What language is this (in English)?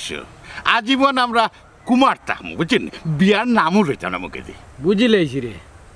Sylheti